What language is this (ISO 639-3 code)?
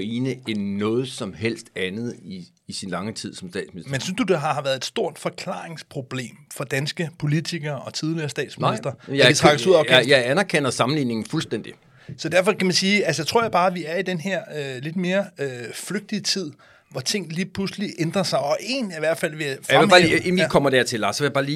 dan